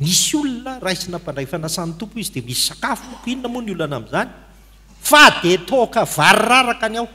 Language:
Malagasy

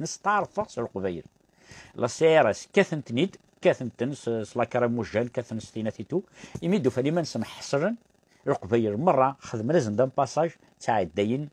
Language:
Kabyle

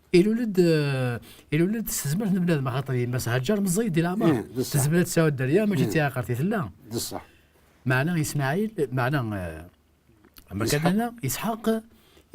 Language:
Kabyle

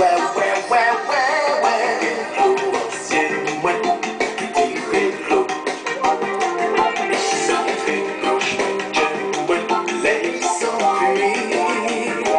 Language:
French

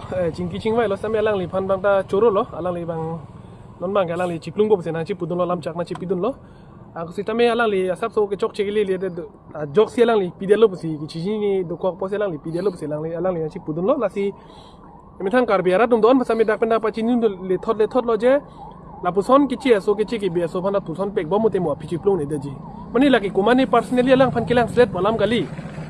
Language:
Karbi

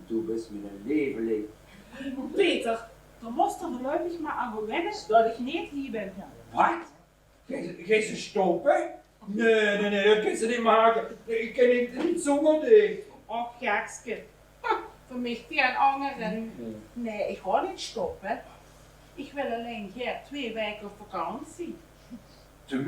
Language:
Limburgish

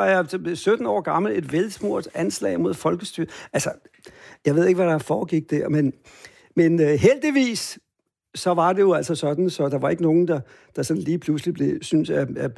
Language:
Danish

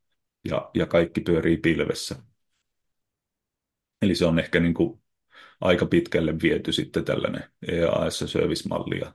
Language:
Finnish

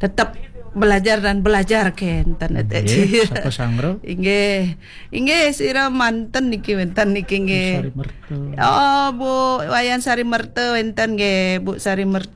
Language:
Balinese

